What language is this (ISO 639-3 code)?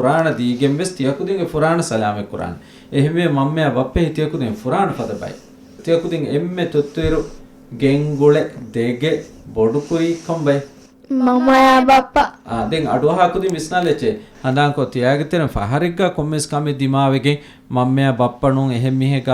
div